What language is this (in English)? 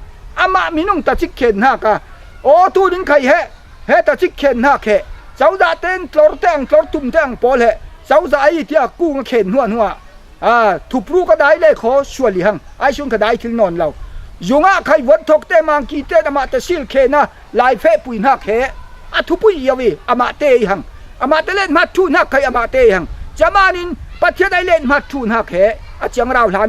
Falam Chin